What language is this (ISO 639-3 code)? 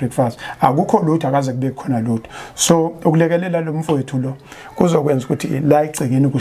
zul